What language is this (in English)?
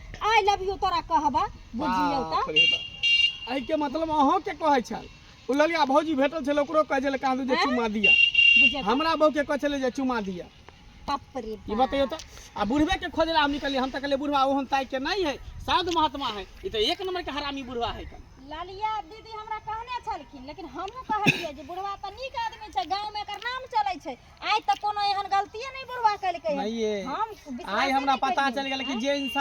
Maithili